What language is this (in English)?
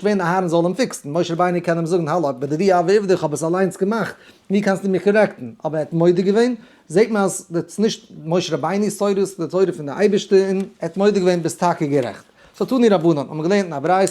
Yiddish